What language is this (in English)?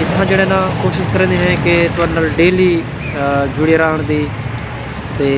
Saraiki